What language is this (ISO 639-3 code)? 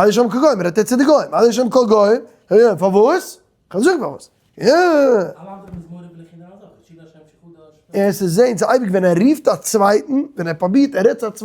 yid